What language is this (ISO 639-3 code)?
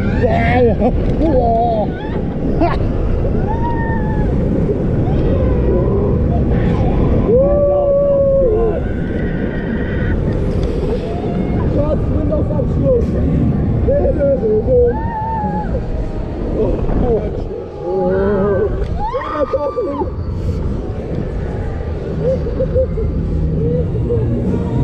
deu